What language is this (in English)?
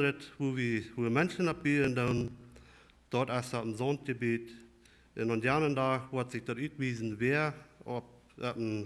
Plautdietsch